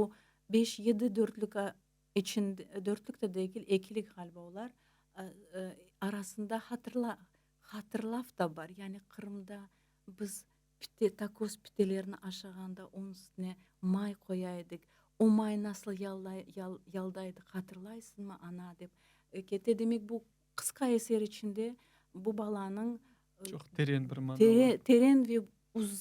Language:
Crimean Tatar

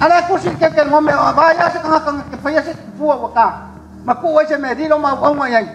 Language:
Samoan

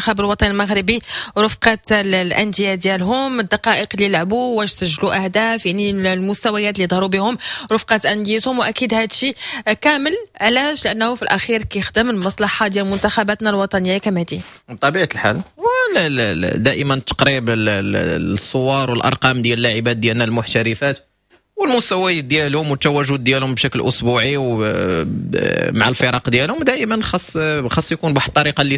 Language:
Moroccan Arabic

